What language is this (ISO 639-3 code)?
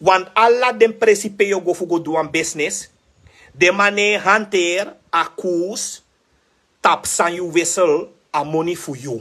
srn